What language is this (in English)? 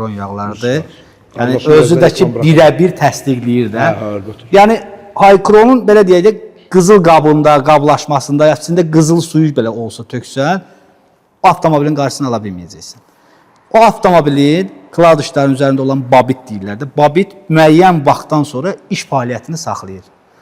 Azerbaijani